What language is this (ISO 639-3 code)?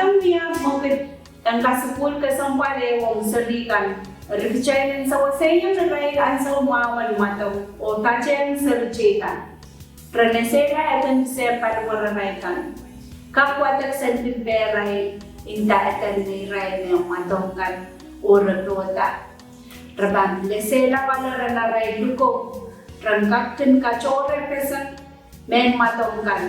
pon